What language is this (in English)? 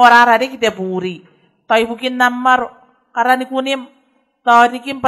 Gilbertese